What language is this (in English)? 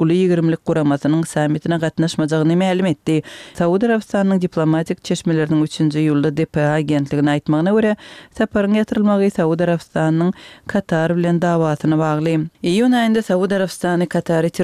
Turkmen